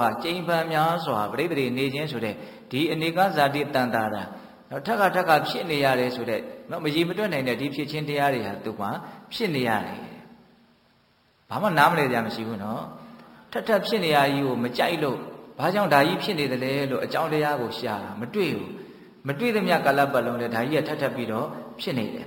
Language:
Burmese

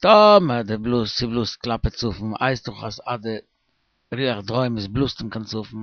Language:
Yiddish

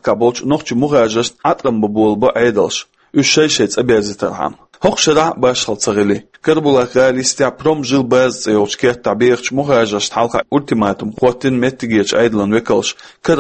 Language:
Chechen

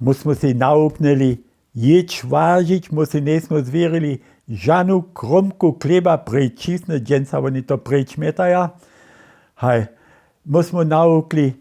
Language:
Upper Sorbian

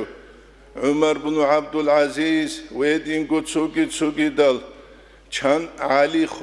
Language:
Avaric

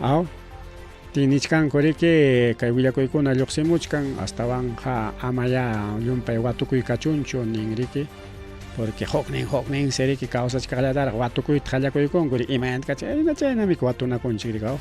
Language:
Ayacucho Quechua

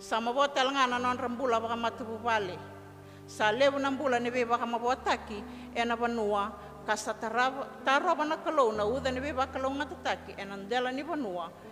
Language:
Fijian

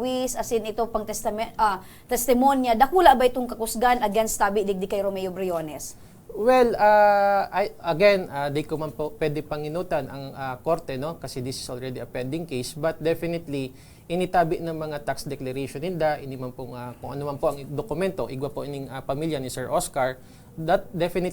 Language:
Bikol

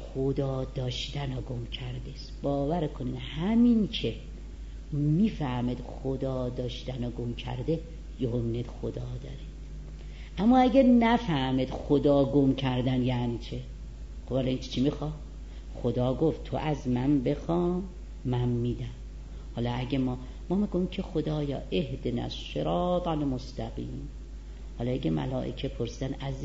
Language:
Persian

